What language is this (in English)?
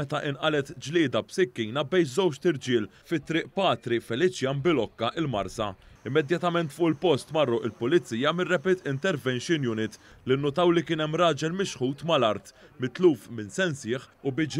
Maltese